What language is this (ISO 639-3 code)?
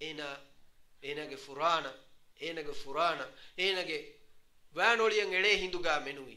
div